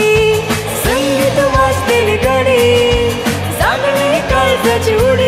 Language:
Konkani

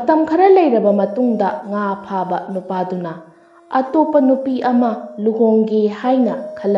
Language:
Manipuri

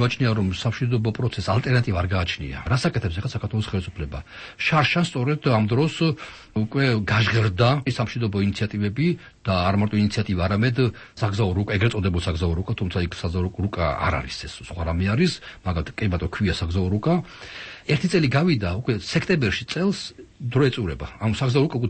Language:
Georgian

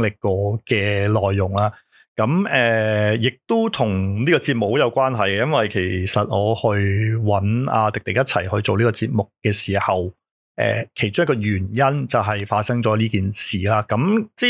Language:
Cantonese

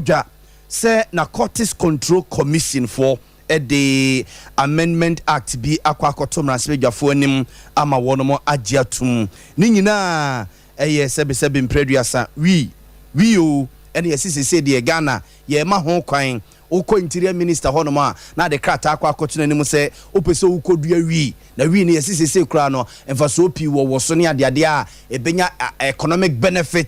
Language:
Akan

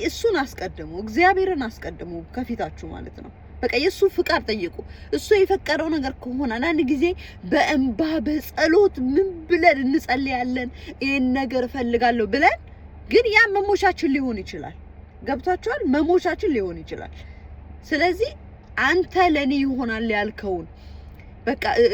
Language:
Amharic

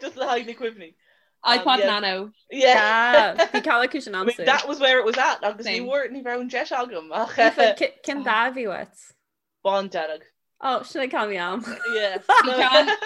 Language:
Irish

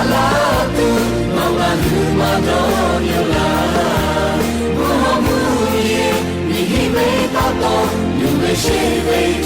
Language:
Lahu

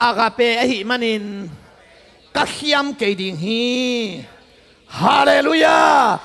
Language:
Tedim Chin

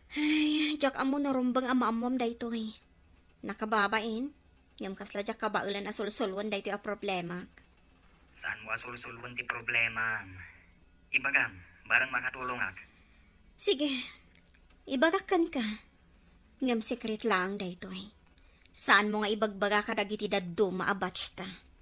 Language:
Iloko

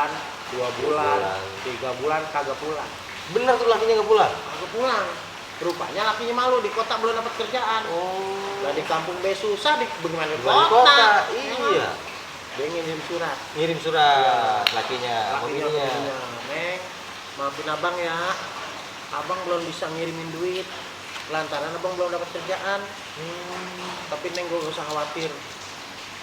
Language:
Betawi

